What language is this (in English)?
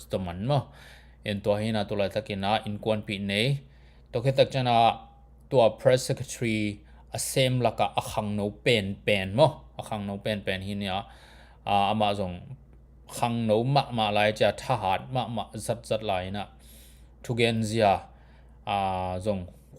Tedim Chin